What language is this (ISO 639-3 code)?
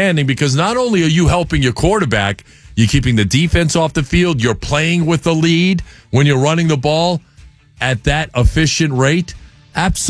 eng